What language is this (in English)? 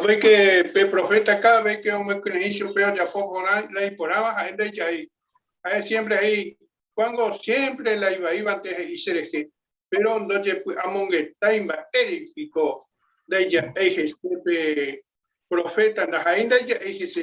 Guarani